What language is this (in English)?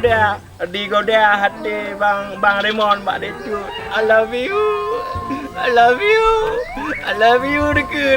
Achinese